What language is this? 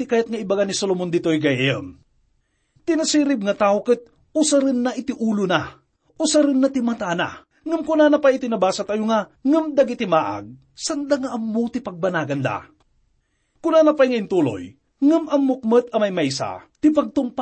Iloko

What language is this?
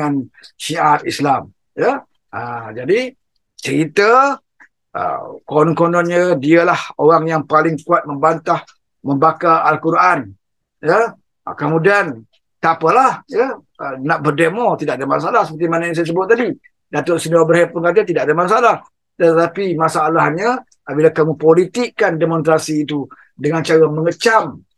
Malay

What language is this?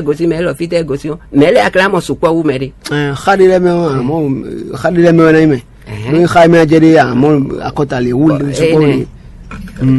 Fon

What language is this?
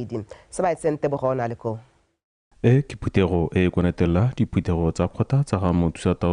Tswana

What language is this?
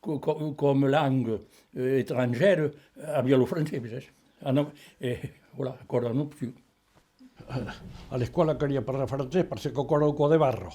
Occitan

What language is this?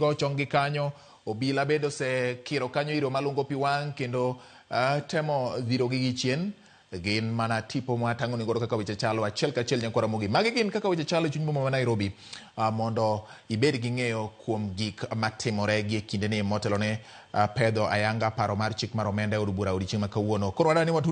Luo (Kenya and Tanzania)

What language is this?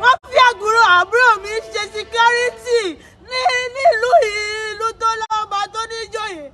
Yoruba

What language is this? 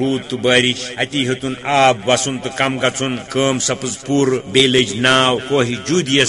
Kashmiri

